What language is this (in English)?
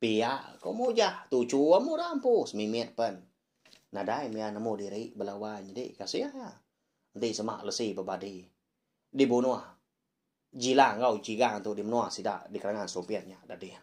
Iban